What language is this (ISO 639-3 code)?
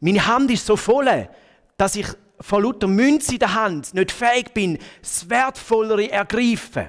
gsw